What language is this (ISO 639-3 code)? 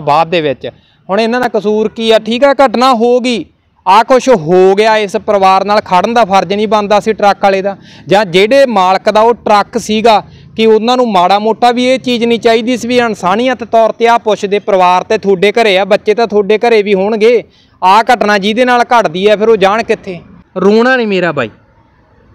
pan